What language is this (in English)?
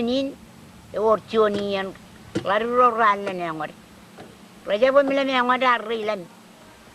Marshallese